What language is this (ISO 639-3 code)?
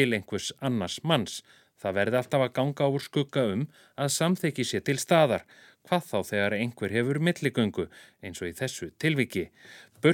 isl